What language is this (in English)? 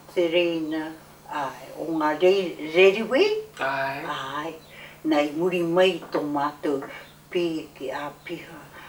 Māori